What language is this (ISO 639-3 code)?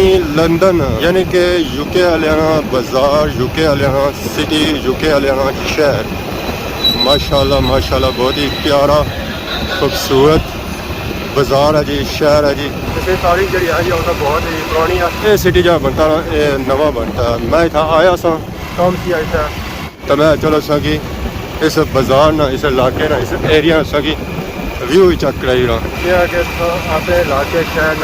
phr